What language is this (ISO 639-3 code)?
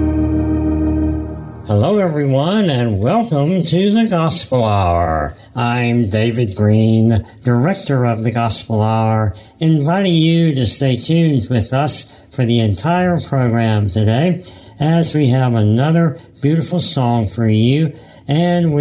eng